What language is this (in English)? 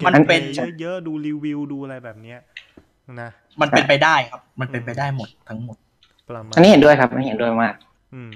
Thai